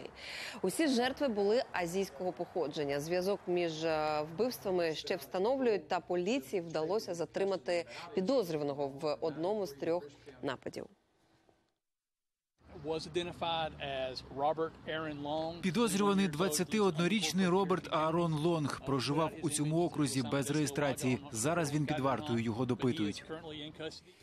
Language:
Ukrainian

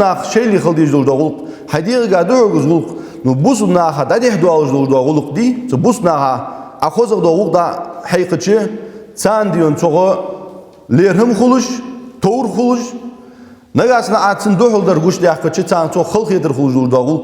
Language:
Ingush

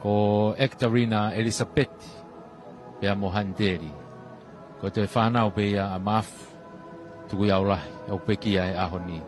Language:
Tongan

